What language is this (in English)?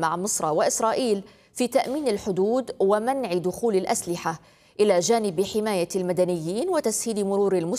Arabic